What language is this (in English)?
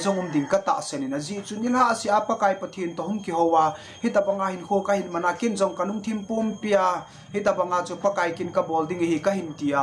Thado Chin